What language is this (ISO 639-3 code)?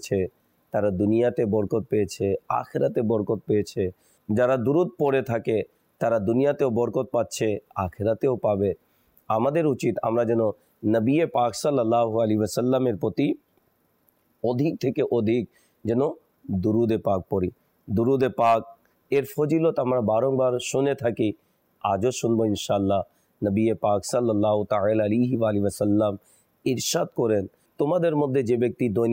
ben